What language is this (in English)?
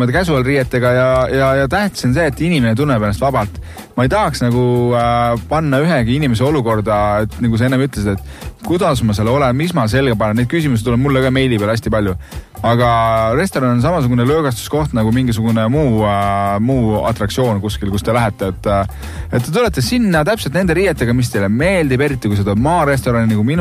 Estonian